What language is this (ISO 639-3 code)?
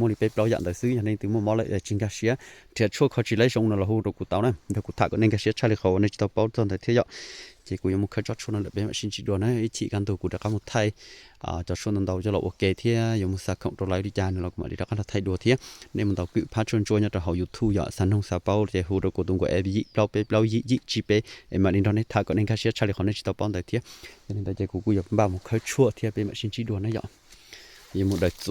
hmn